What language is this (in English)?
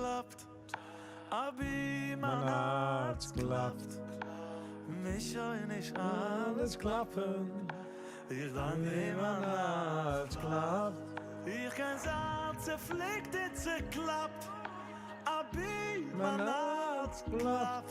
Yiddish